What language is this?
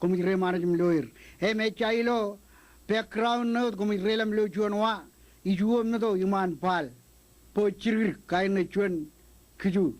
Marshallese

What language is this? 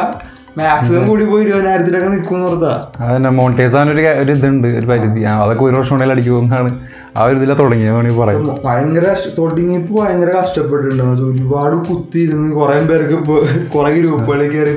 Malayalam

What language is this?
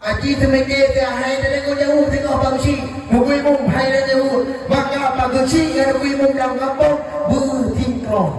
Achinese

